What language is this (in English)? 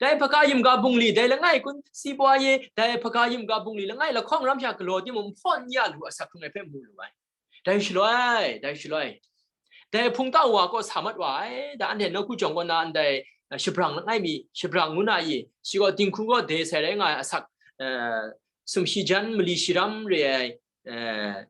Kachin